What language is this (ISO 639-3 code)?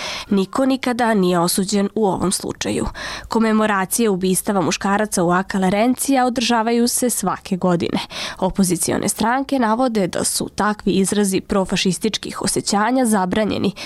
bos